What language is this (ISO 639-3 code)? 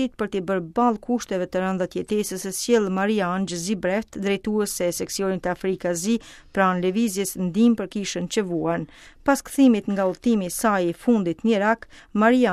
sqi